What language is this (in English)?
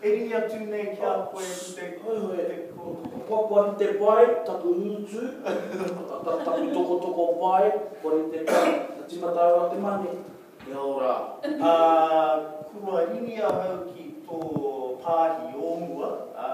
Māori